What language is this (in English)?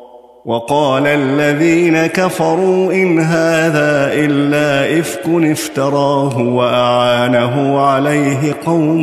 Arabic